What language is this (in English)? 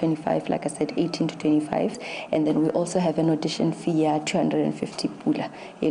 Tswana